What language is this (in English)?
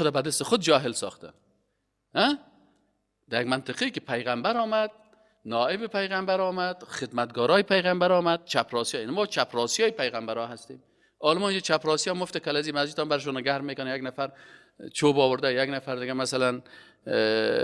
Persian